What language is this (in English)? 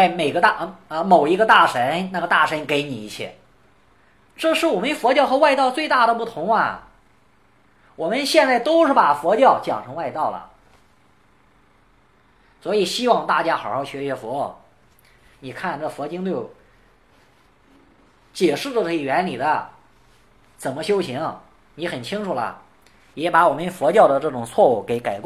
Chinese